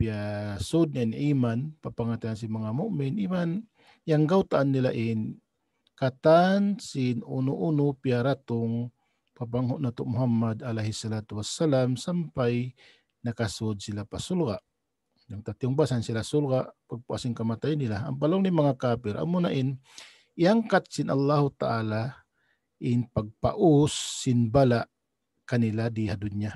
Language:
Tausug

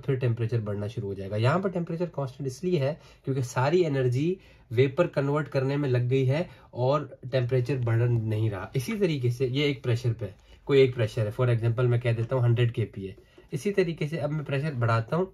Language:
Hindi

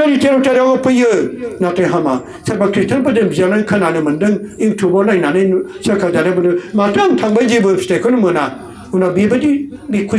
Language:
Bodo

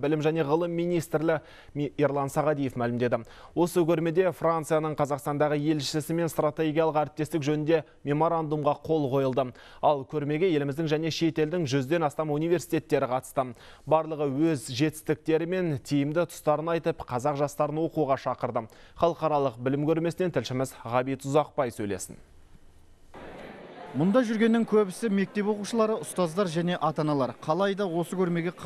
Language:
Kazakh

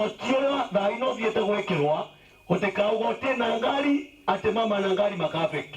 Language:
Meru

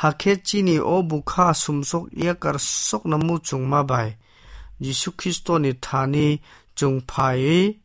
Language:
Kok Borok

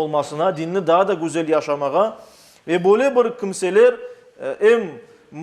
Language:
Crimean Tatar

